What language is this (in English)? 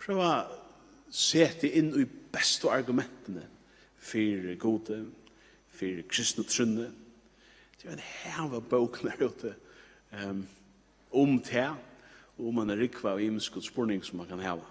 Faroese